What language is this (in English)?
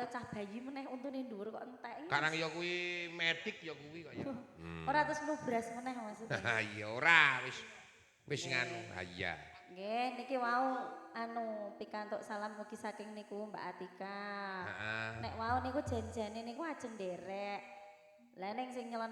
Javanese